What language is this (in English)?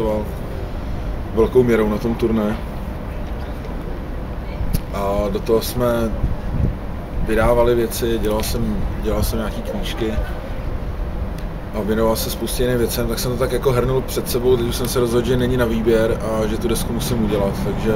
Czech